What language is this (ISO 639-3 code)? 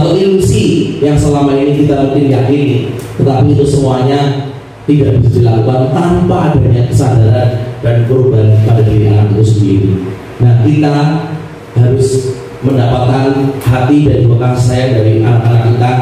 ind